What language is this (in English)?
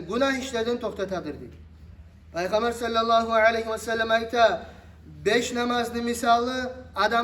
Kumyk